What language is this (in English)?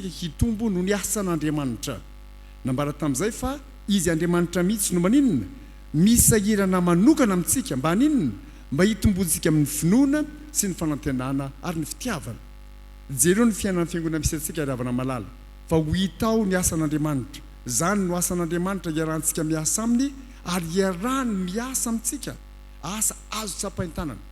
Malagasy